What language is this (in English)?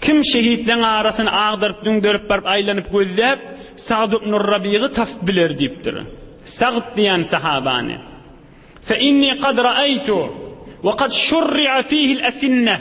Turkmen